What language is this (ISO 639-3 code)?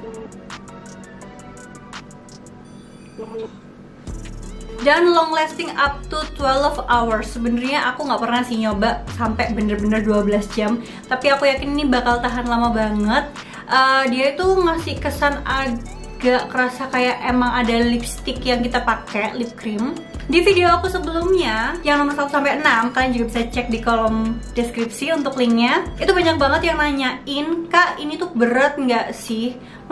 ind